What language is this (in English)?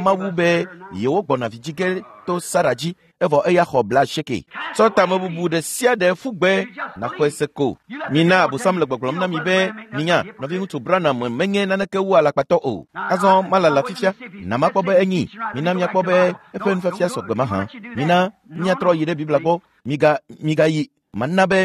Ewe